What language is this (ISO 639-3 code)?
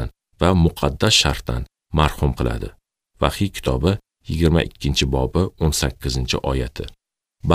uzb